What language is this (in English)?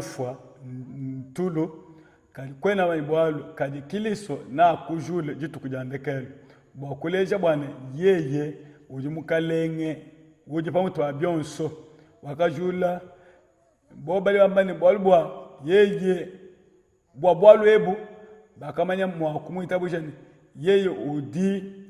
Luba-Lulua